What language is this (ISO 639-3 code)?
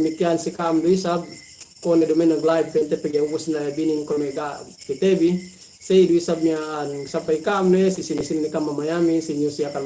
yka